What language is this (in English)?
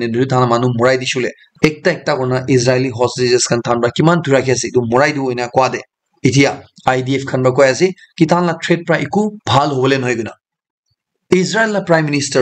Naga Pidgin